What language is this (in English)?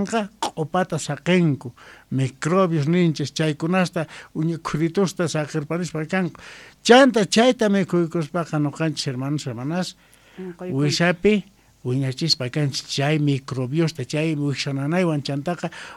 South Bolivian Quechua